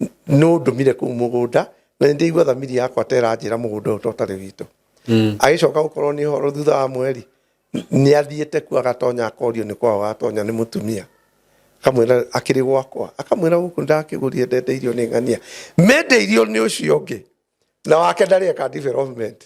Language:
Kikuyu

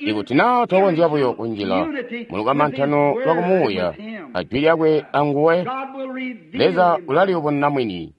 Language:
Tonga (Zambia)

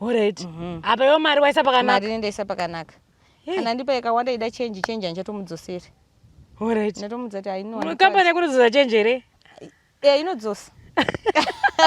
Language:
Shona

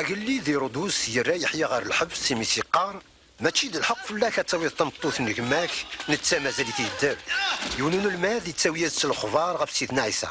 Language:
Kabyle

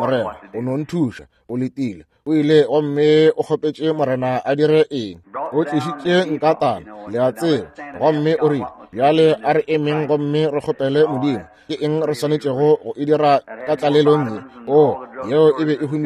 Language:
Northern Sotho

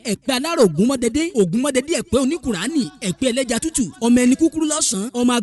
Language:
Yoruba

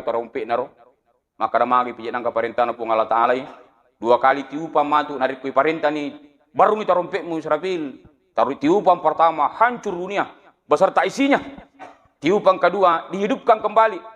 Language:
Buginese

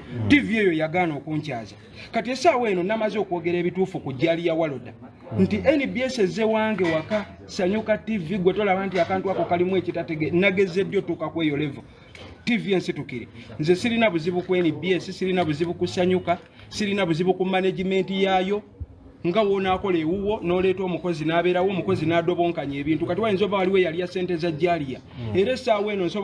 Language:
Ganda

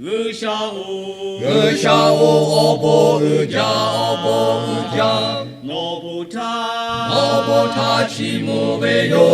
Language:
Lahu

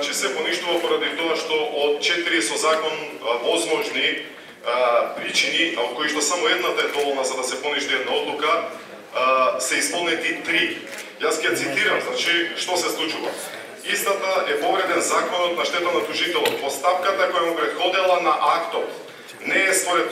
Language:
Macedonian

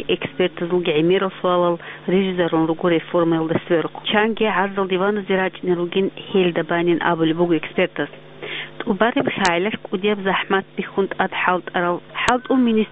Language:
Avaric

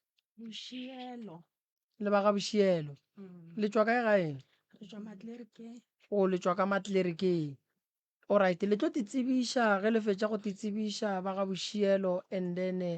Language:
Northern Sotho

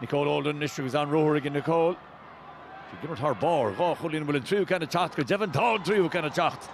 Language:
Irish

